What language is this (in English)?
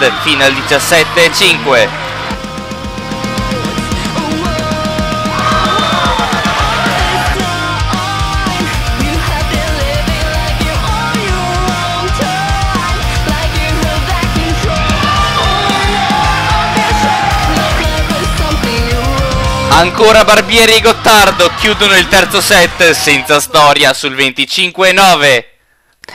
Italian